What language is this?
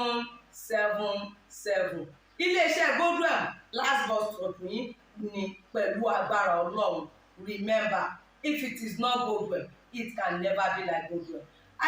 Yoruba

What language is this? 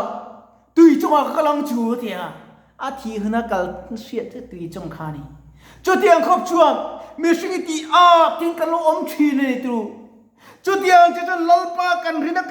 Mizo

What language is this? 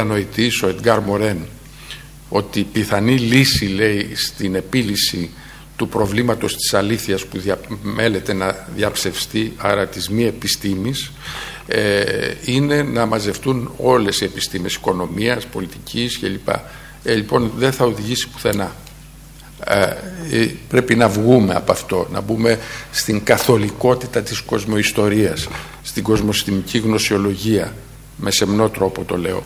Greek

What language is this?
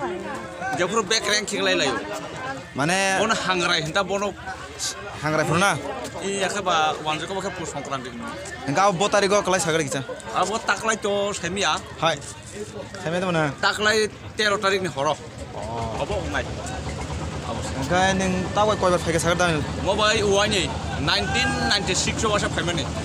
Kok Borok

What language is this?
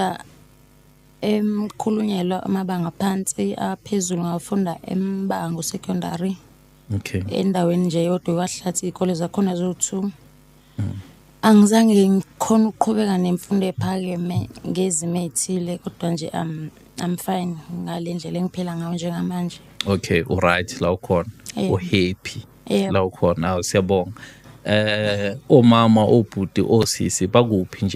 Zulu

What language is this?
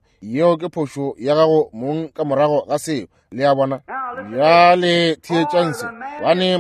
Northern Sotho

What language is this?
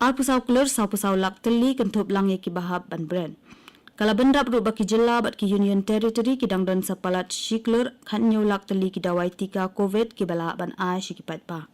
Khasi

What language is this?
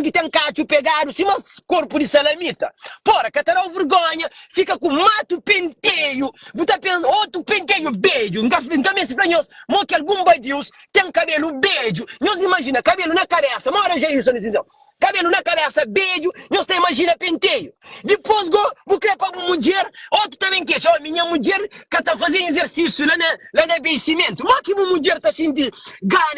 Kabuverdianu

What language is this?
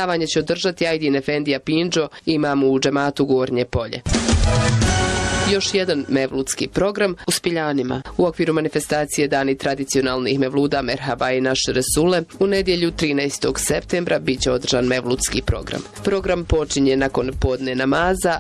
Bosnian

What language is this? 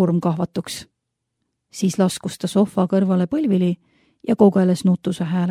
Estonian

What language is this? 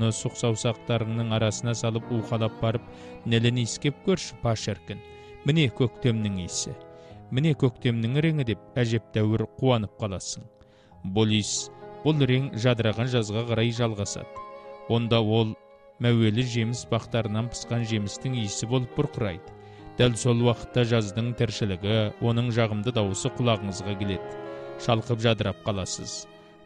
Kazakh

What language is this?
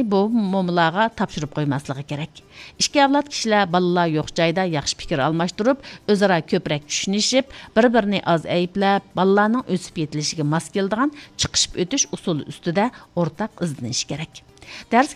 Uyghur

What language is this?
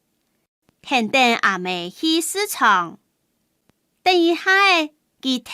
Hakka Chinese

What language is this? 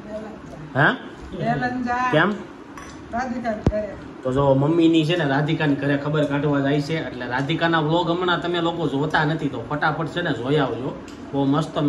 Gujarati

